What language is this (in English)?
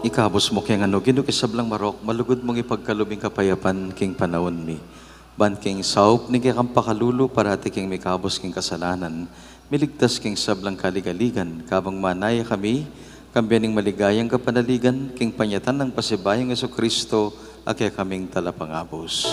Pampanga